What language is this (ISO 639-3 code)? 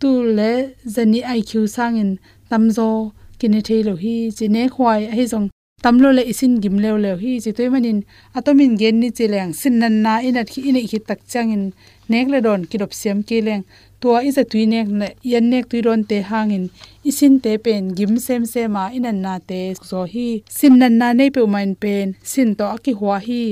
ctd